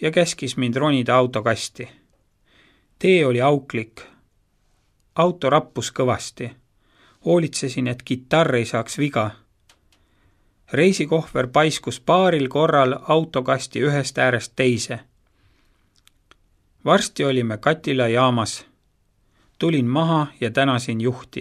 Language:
Estonian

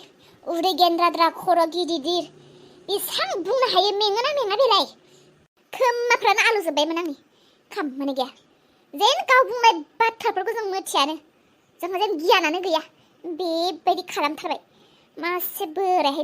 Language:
Bodo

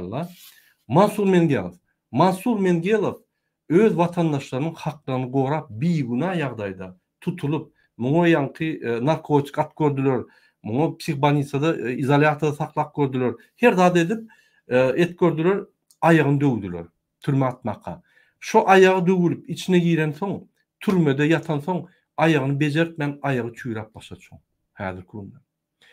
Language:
Turkmen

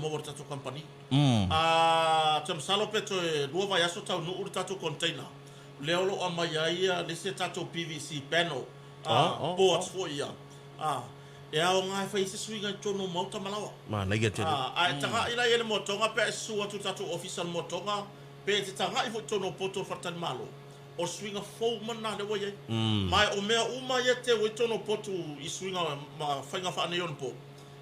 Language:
Samoan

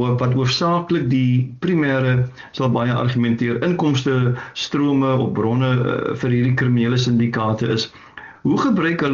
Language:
Afrikaans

